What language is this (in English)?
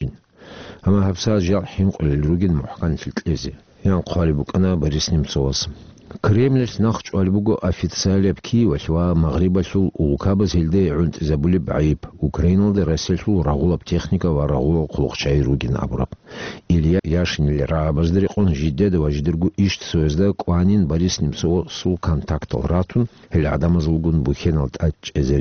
Avaric